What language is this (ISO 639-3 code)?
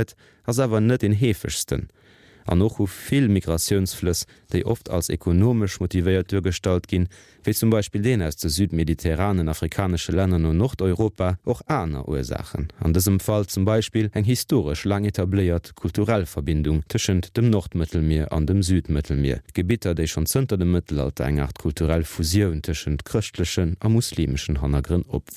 ltz